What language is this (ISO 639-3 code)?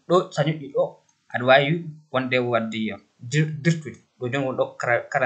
ful